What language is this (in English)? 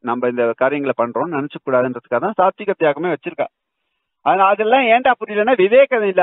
Tamil